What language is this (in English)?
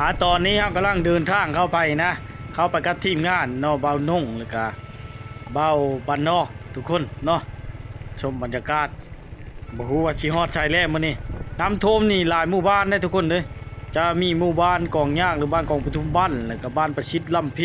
Lao